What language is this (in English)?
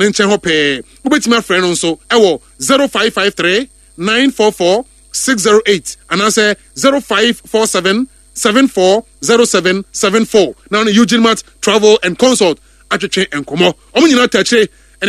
Akan